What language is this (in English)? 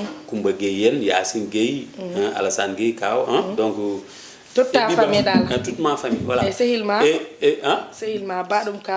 Fula